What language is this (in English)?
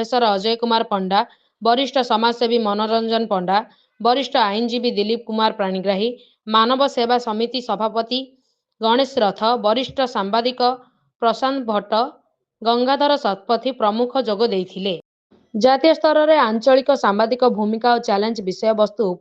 Odia